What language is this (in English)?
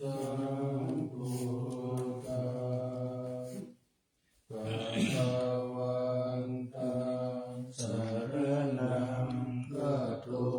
Pali